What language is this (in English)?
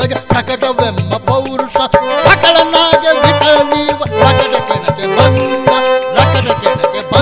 Kannada